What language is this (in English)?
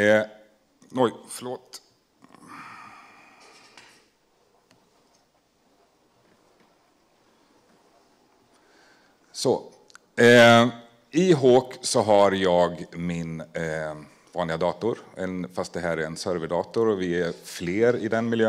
Swedish